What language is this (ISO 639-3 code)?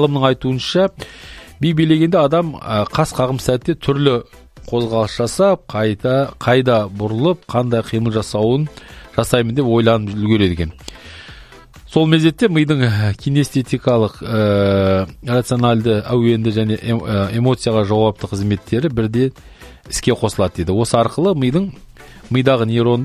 kaz